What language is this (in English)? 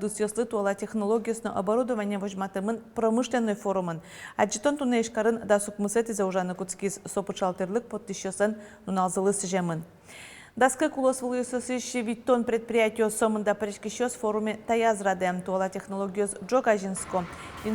Udmurt